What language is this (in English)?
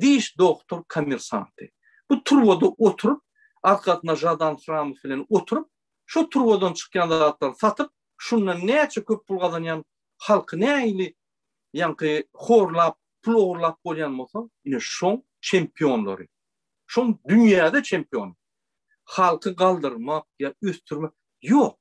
Turkmen